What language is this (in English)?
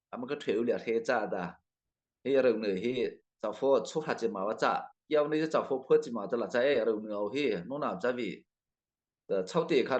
Mara Chin